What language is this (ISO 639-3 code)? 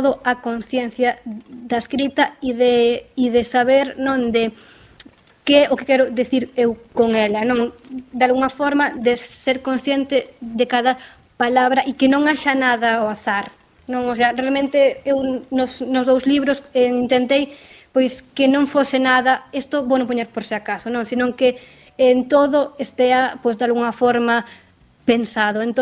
glg